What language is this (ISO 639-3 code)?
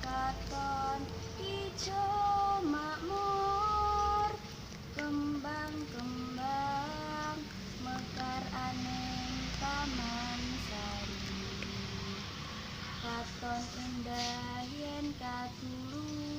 jav